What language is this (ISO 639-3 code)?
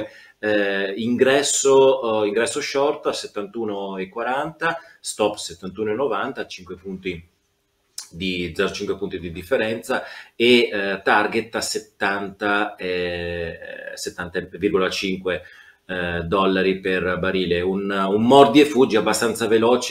ita